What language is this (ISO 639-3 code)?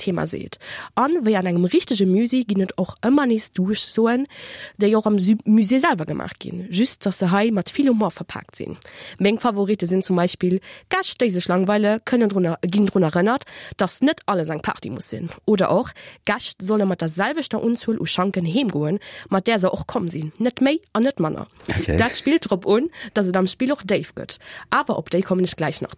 ltz